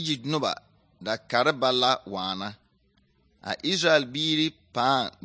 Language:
Southern Dagaare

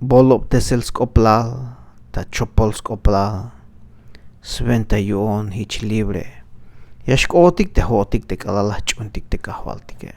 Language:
Tzeltal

